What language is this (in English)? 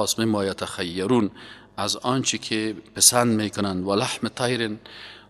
Persian